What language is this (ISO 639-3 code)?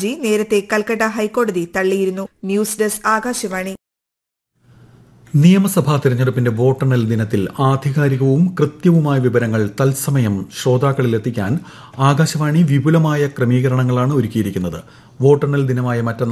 mal